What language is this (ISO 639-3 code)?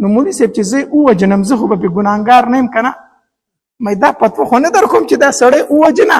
pus